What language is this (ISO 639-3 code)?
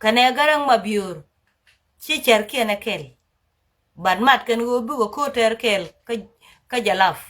nus